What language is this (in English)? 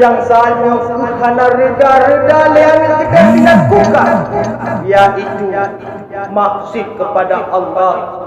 Achinese